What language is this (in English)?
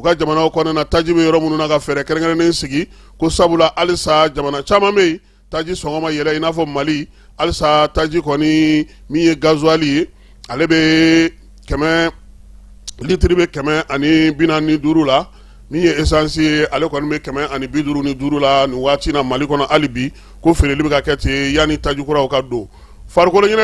Bambara